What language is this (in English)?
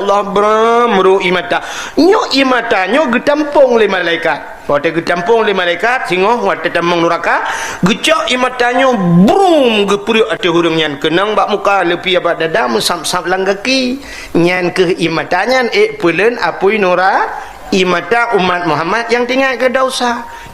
Achinese